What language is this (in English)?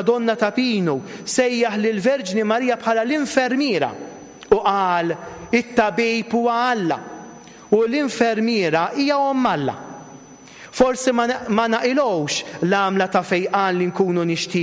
Maltese